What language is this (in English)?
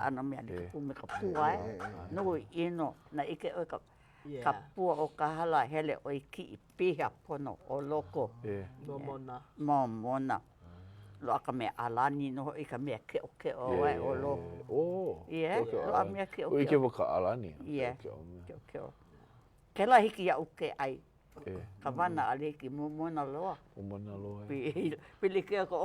Hawaiian